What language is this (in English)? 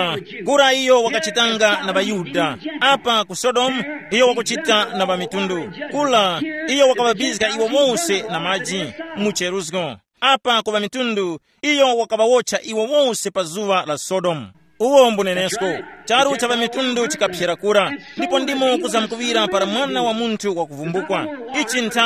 Tumbuka